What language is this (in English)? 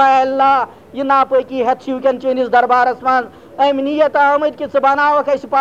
Kashmiri